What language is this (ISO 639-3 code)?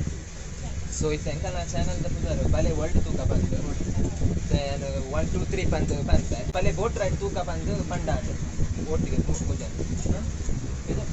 tcy